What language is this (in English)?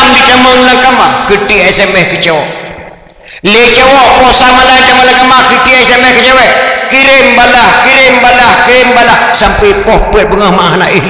Achinese